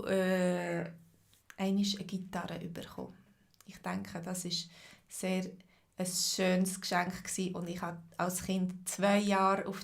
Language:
Swiss German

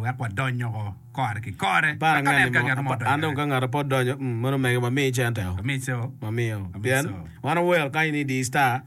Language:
Acoli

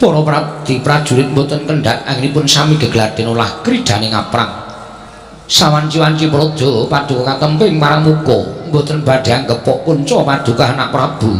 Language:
Javanese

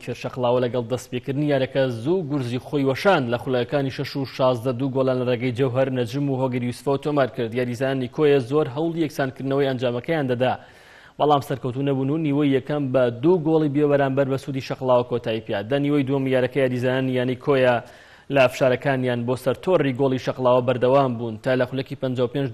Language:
Central Kurdish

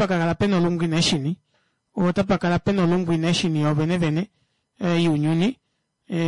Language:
Kuanyama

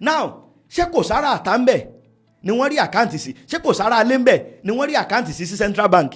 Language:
Yoruba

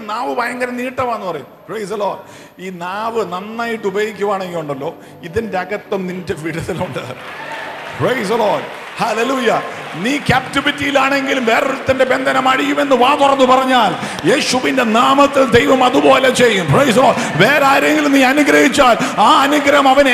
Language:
Malayalam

